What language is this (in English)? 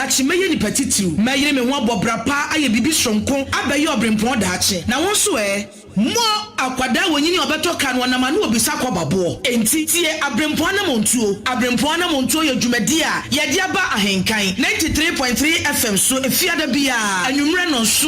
Akan